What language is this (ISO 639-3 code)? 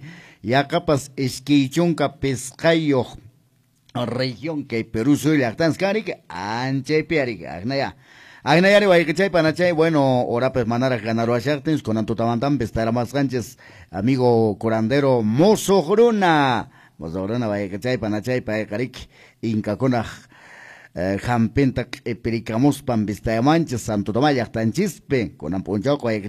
que